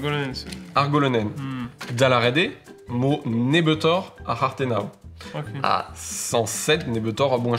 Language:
Breton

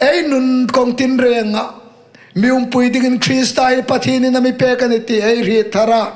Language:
Hmar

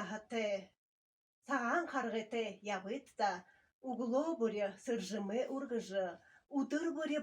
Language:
Buriat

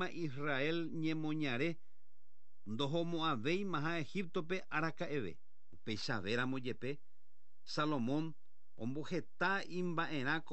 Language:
Guarani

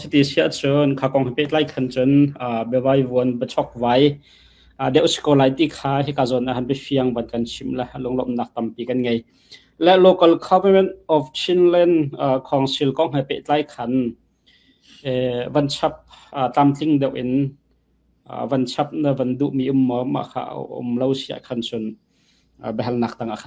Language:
Falam Chin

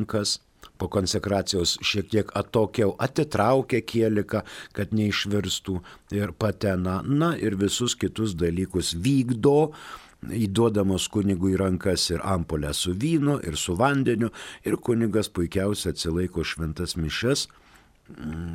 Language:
Lithuanian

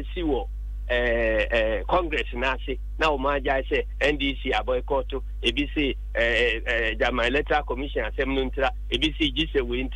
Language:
Akan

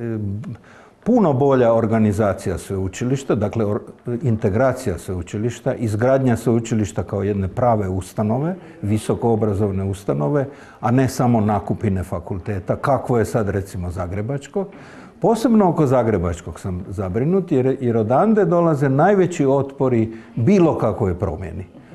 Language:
Croatian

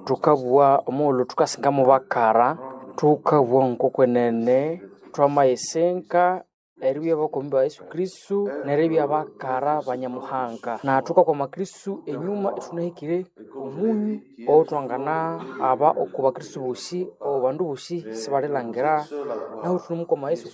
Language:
Nande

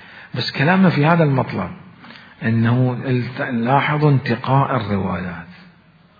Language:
Mesopotamian Arabic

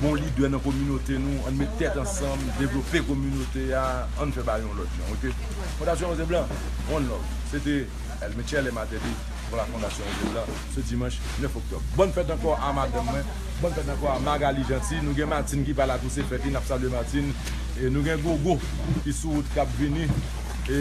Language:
Haitian Creole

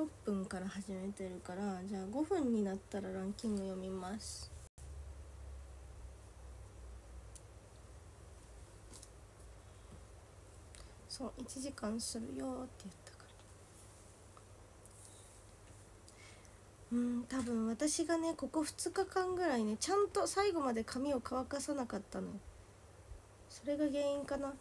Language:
Japanese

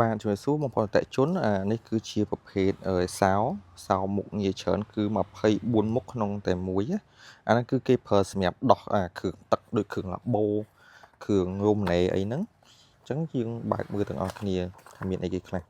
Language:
Khmer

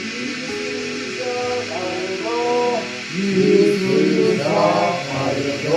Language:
Yimchungru Naga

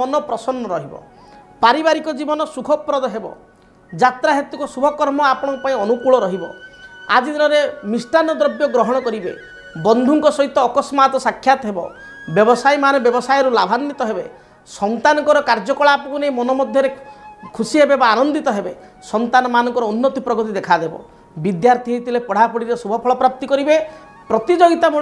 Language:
Odia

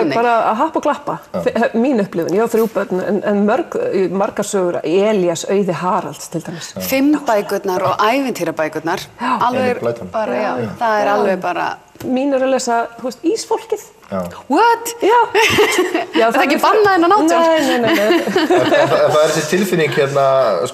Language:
Icelandic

